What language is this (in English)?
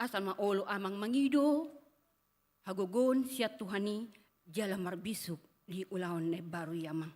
Batak Toba